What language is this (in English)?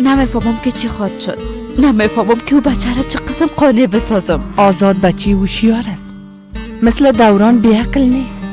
Persian